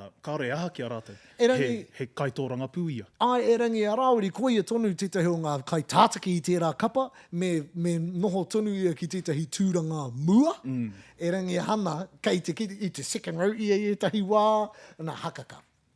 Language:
Māori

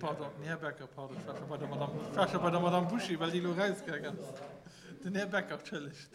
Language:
Luxembourgish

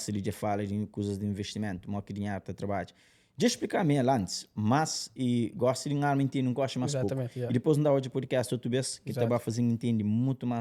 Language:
Kabuverdianu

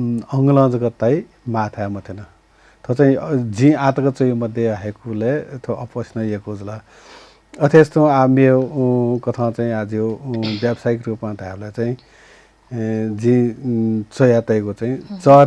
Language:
Newari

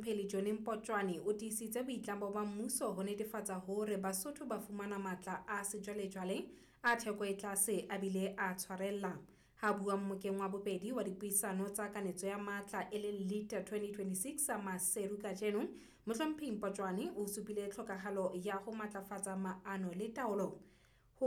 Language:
Southern Sotho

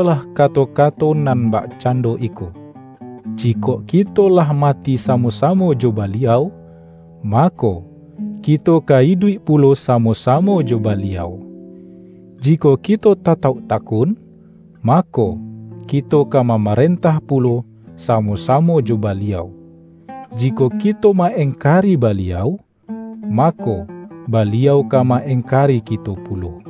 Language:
Minangkabau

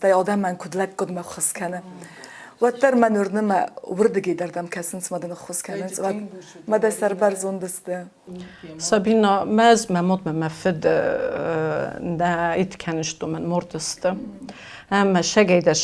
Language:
Ossetic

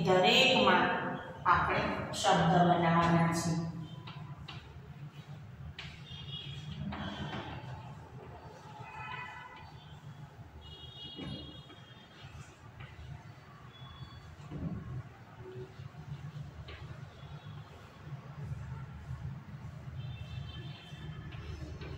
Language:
Gujarati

